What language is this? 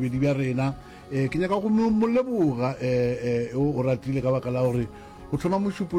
Northern Sotho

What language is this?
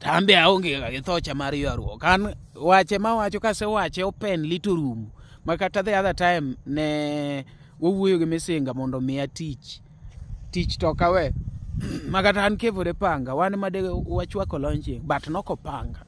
Luo (Kenya and Tanzania)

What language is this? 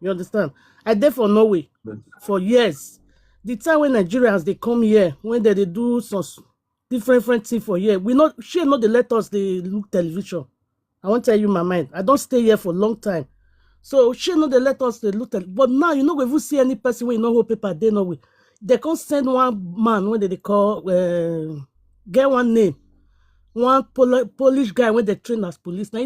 Nigerian Pidgin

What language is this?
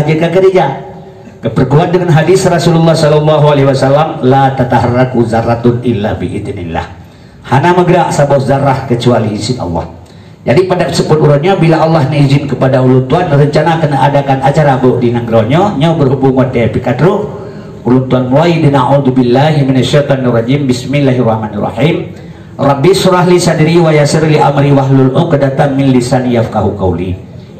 Achinese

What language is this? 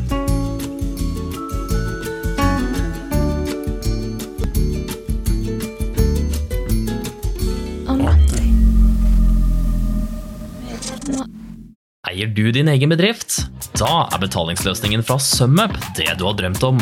Norwegian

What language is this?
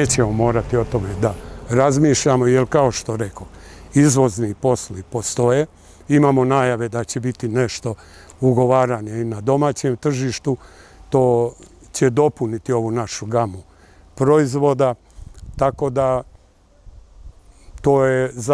Serbian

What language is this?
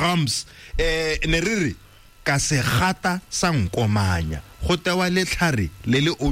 Tswana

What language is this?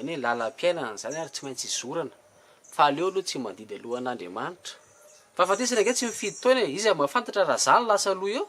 Malagasy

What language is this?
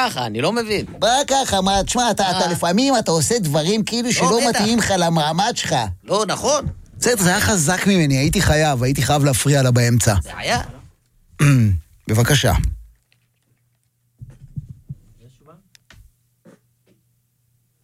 Hebrew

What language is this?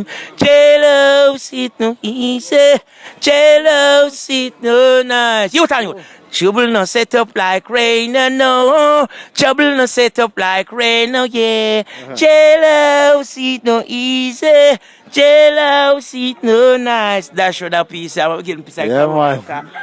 Jamaican Creole English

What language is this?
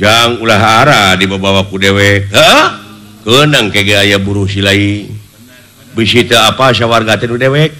Sundanese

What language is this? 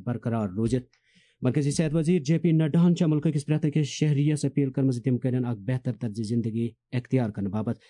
Kashmiri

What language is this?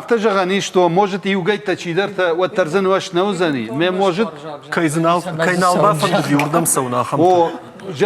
Ossetic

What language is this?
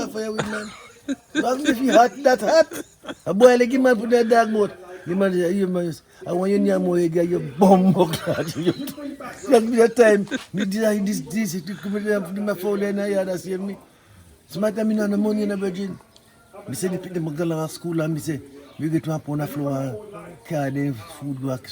Jamaican Creole English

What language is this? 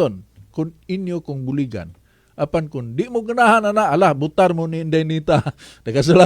Cebuano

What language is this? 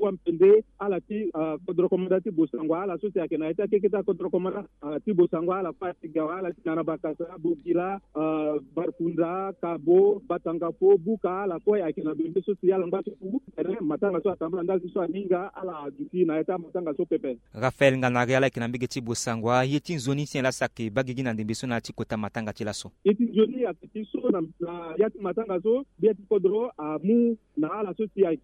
Sango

